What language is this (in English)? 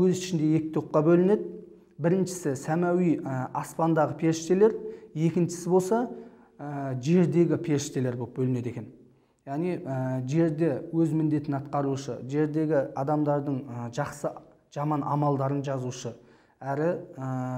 Kazakh